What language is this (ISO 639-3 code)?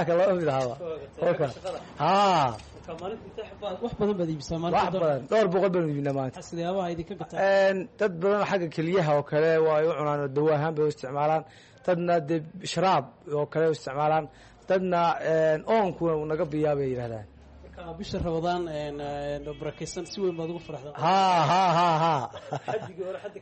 som